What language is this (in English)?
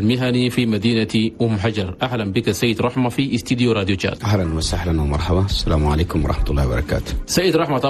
Chadian Arabic